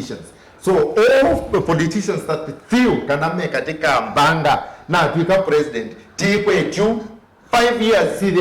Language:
Kamba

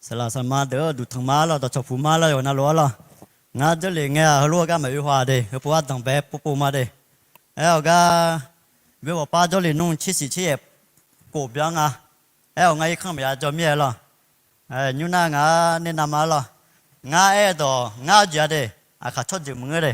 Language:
Akha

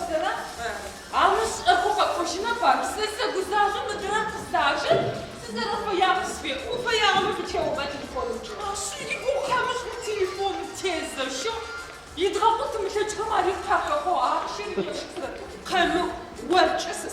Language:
Adyghe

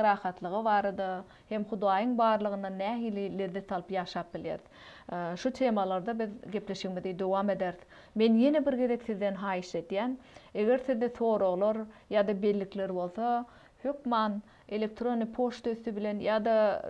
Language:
Turkmen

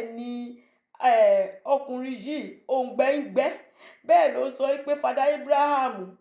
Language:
Yoruba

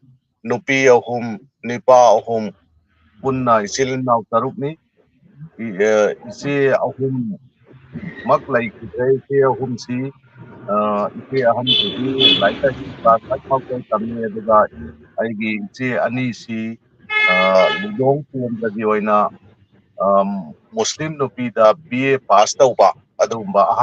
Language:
Manipuri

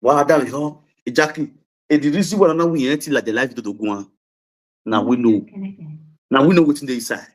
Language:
Nigerian Pidgin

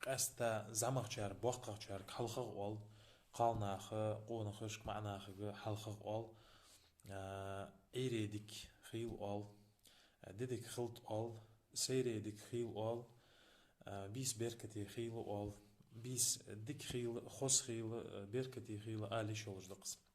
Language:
Ingush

